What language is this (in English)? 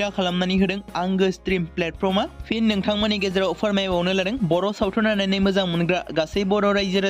Bodo